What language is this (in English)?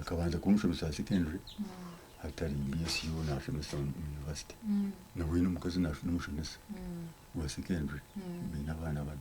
Nyankole